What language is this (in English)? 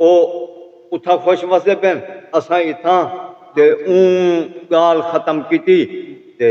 Saraiki